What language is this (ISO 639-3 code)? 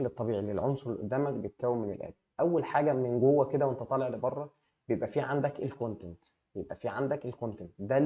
arz